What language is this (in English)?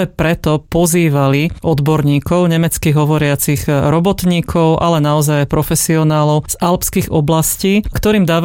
Slovak